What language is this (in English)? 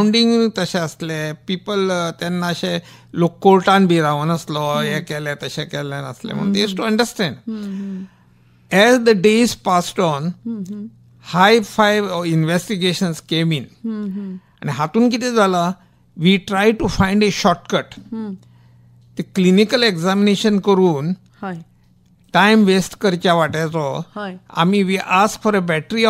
Konkani